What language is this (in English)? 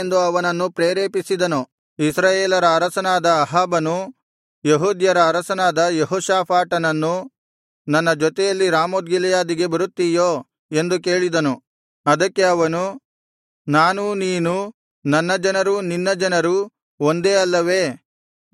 Kannada